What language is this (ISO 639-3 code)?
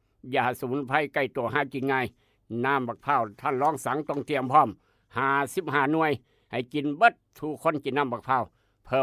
tts